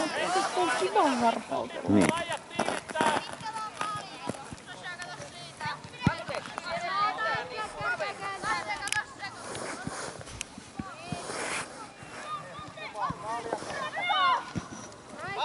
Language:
Finnish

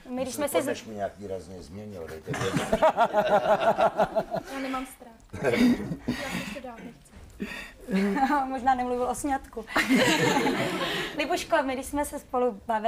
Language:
Czech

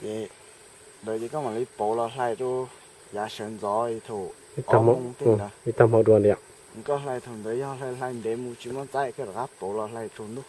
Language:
Hmong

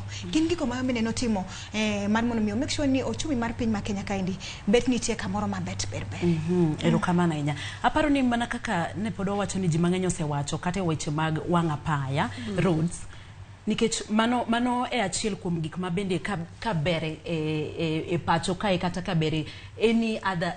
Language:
Luo (Kenya and Tanzania)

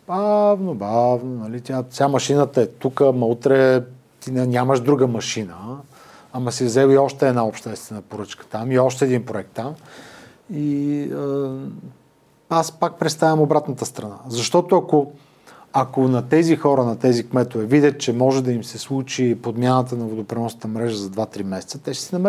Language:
Bulgarian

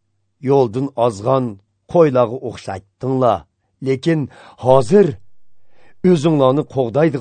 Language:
Uyghur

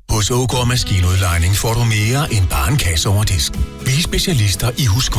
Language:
Danish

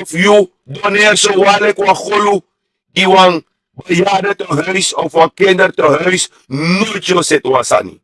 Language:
Sranan Tongo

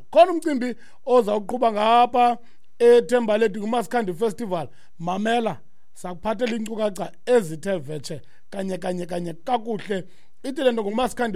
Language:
Xhosa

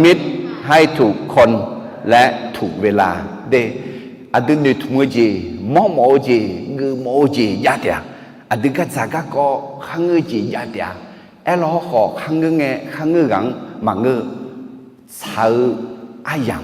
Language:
Akha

